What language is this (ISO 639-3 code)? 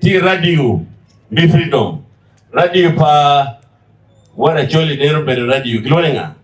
ach